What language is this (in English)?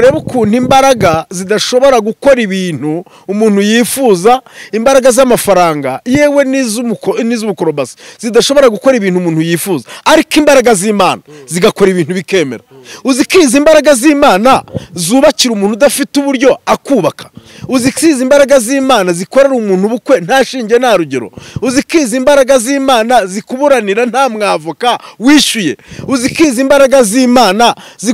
Kinyarwanda